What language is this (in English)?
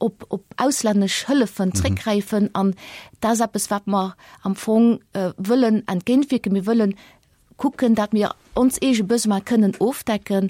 Luxembourgish